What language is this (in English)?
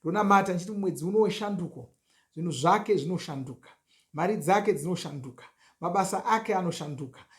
Shona